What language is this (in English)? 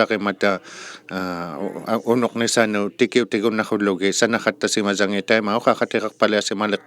Inuktitut